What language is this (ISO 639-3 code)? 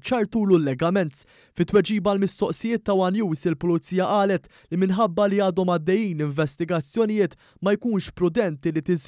mlt